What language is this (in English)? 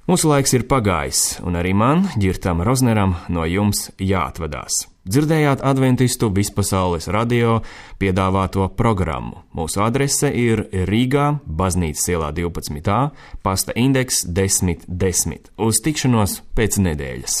Latvian